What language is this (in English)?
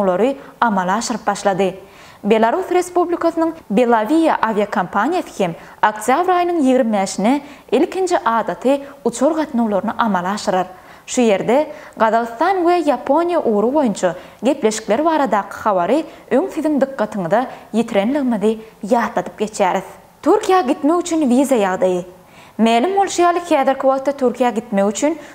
Turkmen